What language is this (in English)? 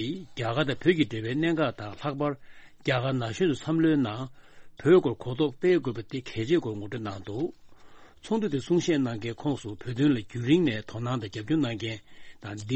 Tibetan